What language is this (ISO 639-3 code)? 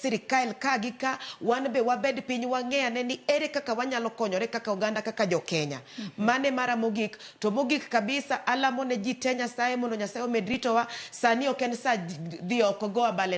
luo